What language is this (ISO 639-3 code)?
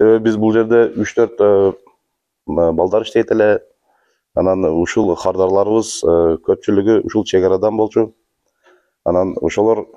kir